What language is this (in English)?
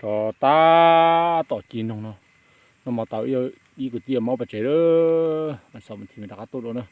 Hmong